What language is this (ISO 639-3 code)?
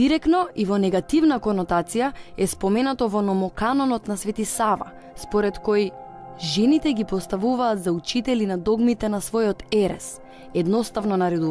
mkd